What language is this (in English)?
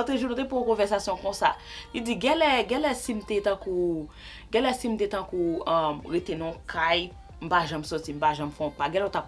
Haitian Creole